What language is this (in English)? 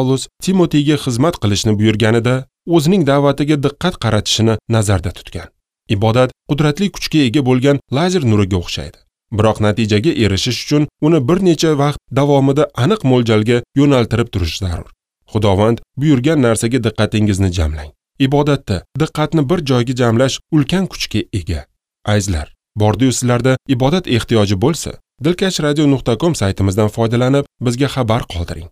Uzbek